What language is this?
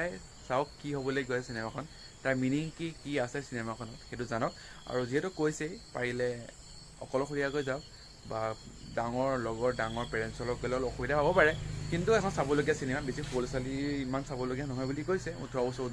Assamese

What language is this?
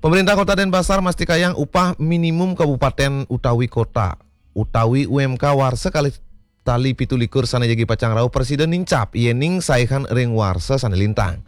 Balinese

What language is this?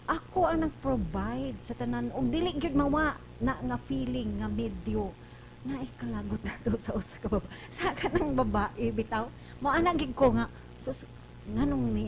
Cebuano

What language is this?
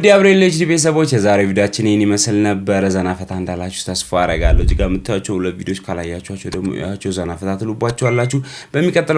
Amharic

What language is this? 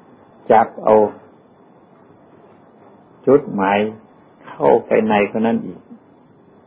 Thai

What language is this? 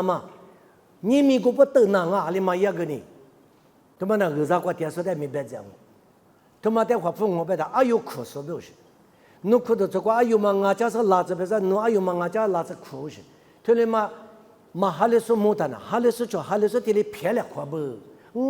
Lisu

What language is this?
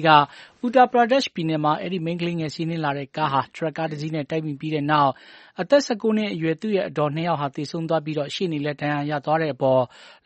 Burmese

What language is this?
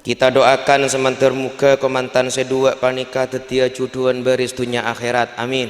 Madurese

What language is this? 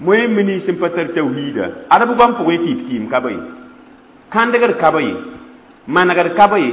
Mossi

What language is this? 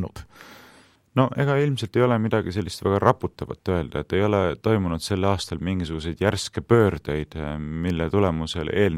Estonian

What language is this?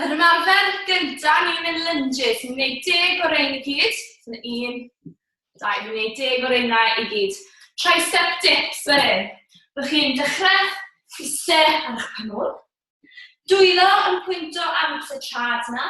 Welsh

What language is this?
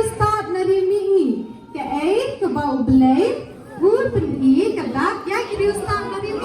Khasi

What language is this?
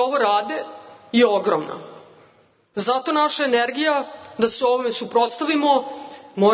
Serbian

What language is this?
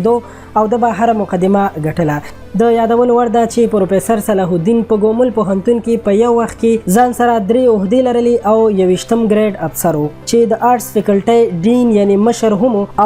Pashto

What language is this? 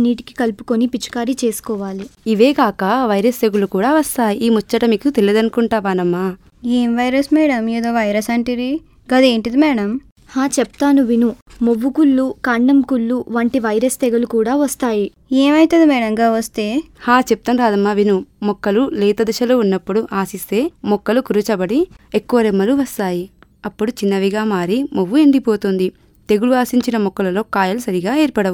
Telugu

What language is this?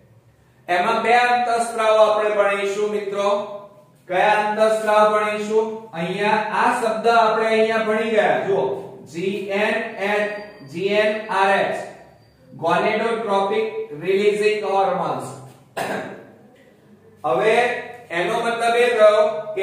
Gujarati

